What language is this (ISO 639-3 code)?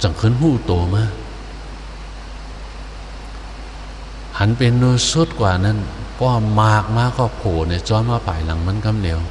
shn